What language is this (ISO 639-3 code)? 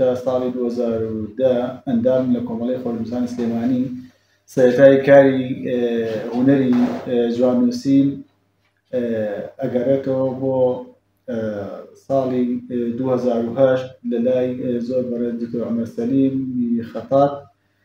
ckb